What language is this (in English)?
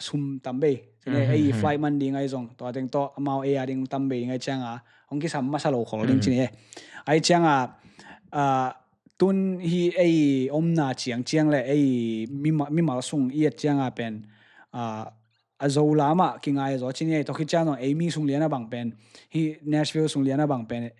Tedim Chin